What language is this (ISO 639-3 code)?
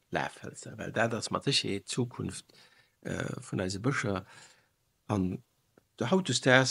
ltz